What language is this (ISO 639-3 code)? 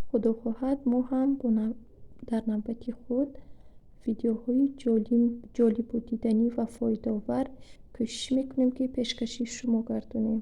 tgk